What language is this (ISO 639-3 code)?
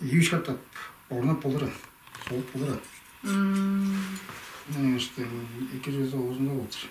tyv